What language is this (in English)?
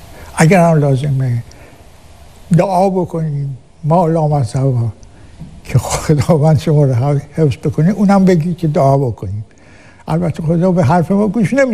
Persian